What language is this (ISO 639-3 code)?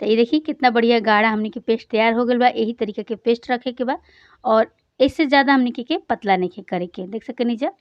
bho